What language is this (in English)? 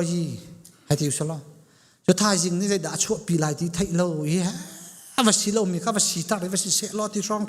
Hakha Chin